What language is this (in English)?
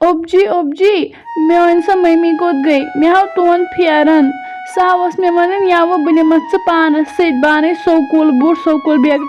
Kashmiri